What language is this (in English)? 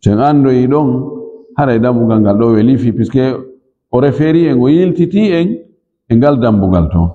Fula